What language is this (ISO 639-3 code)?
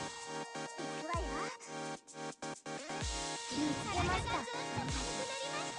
jpn